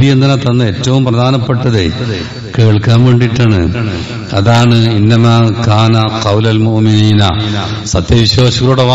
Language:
Malayalam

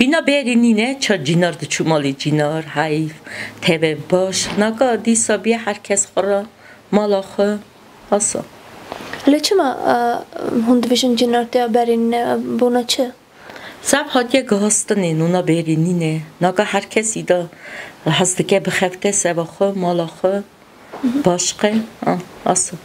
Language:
Kurdish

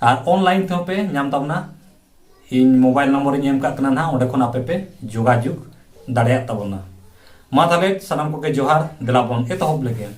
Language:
Santali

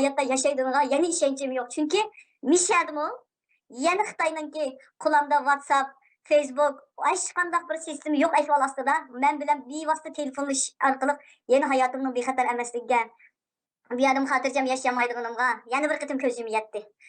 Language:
Uyghur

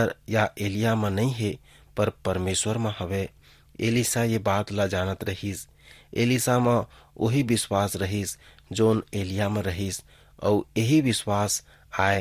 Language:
Chhattisgarhi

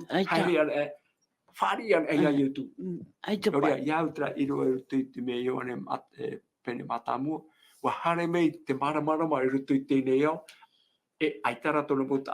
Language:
Tahitian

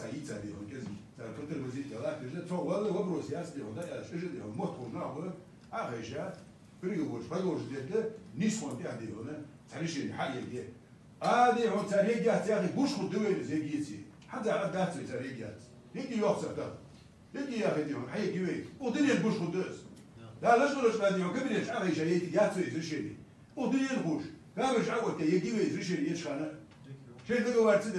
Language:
Ingush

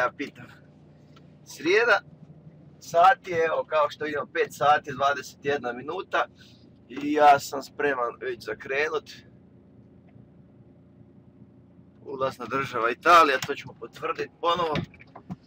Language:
Croatian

